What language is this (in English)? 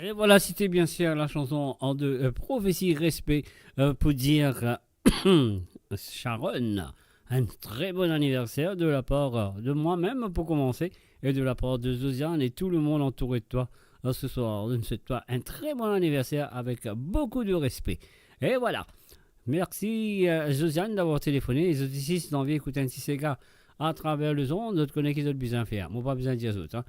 Morisyen